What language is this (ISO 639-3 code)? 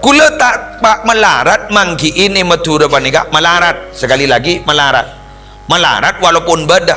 mad